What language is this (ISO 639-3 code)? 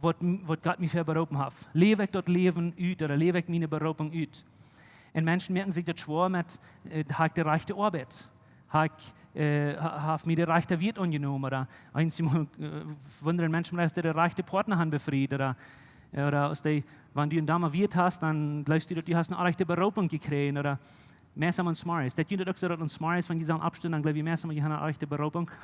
pdt